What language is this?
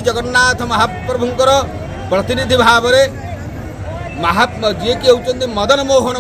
Odia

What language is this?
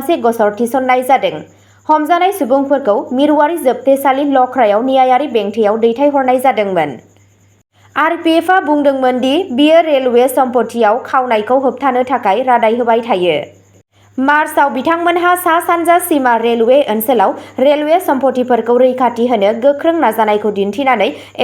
Bodo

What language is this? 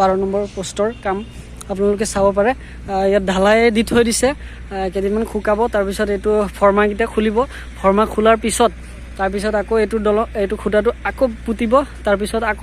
Assamese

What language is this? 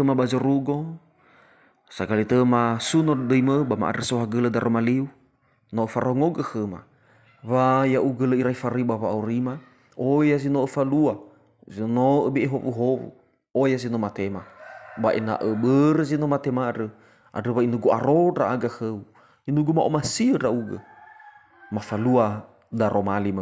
Nias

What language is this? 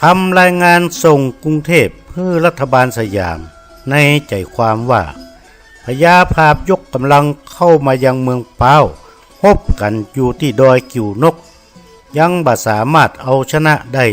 Northern Thai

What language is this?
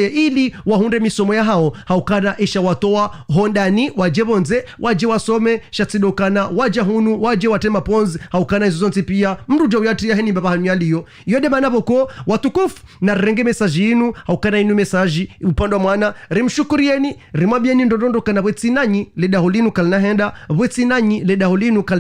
Ngazidja Comorian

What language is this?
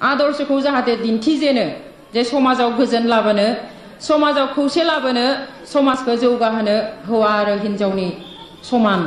Bodo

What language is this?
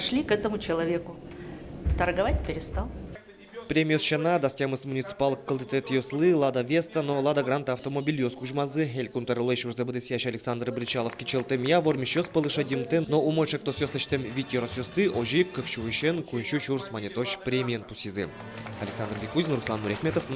Udmurt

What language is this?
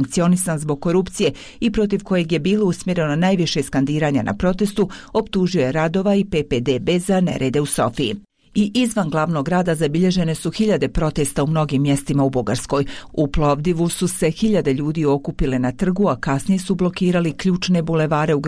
Bosnian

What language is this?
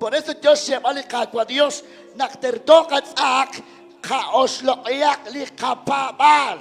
Kekchí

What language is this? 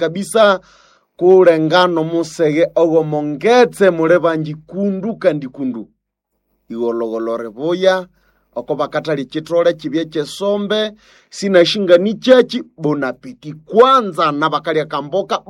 Nande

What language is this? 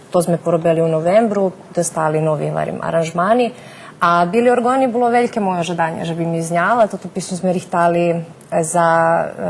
Rusyn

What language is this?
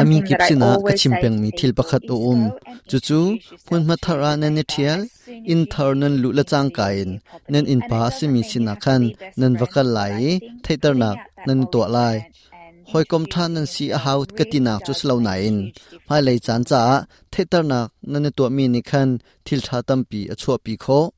Hakha Chin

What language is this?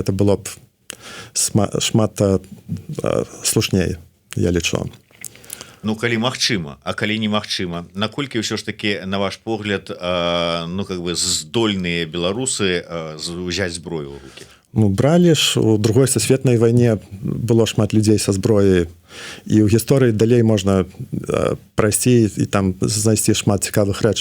Belarusian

